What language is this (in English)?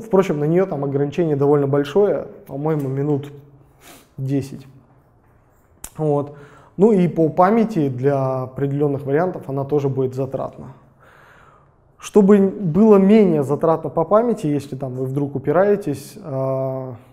Russian